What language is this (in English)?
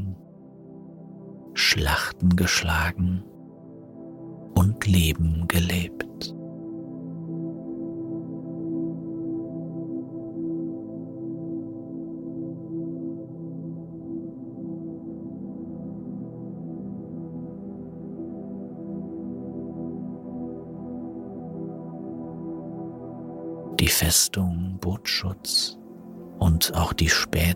German